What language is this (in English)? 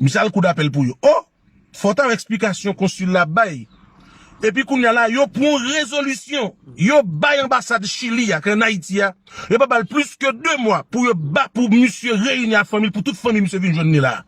Haitian Creole